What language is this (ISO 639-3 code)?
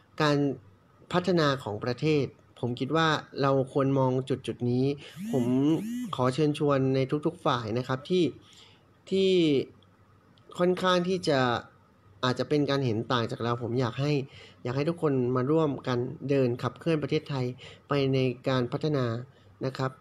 tha